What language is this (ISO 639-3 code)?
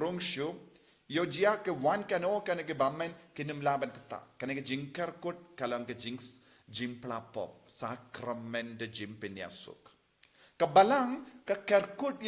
kha